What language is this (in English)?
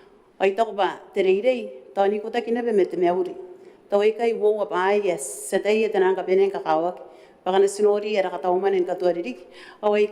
Gilbertese